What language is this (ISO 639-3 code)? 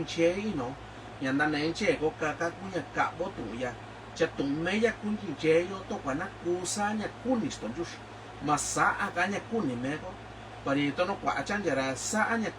mix